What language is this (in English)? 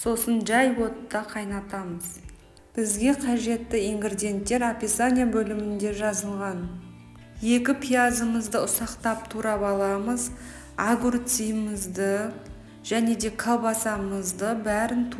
Kazakh